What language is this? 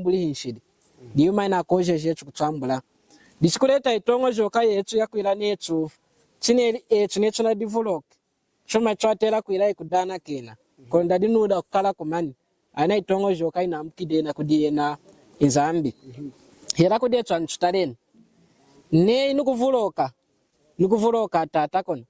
Lunda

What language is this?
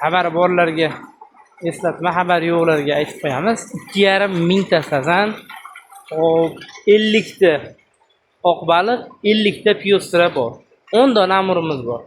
Uzbek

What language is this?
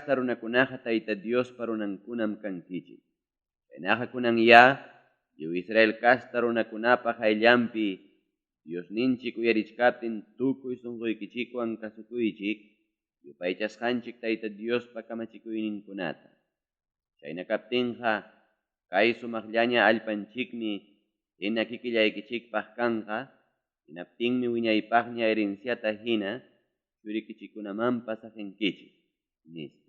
Ayacucho Quechua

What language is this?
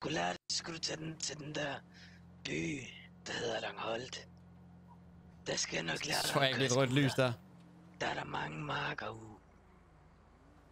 Danish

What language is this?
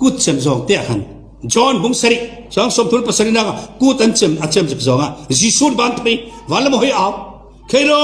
Falam Chin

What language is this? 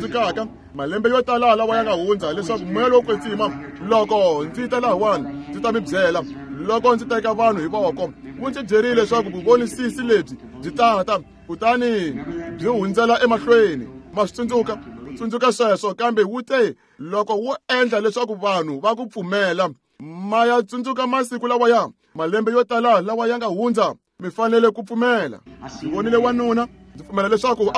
Tsonga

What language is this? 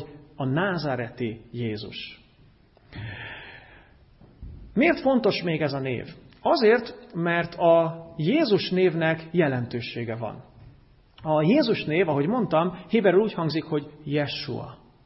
Hungarian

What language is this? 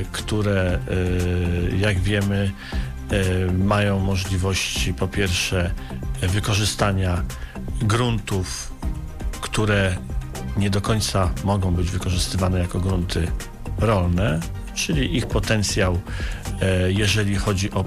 Polish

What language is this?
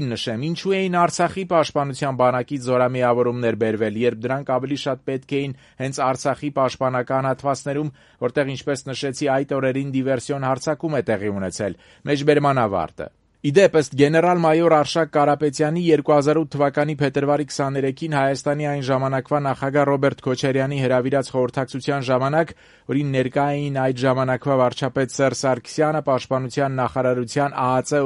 Armenian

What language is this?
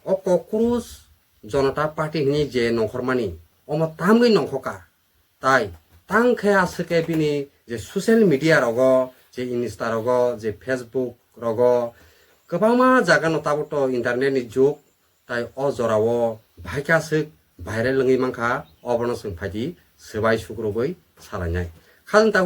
Kok Borok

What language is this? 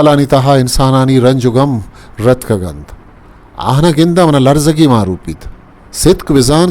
Eastern Balochi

